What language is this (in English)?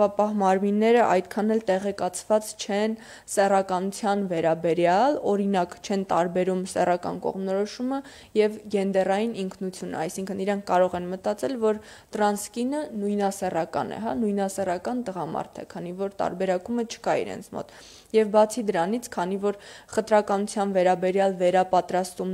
Armenian